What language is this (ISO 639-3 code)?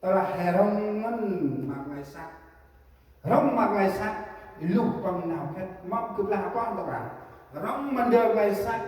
cmo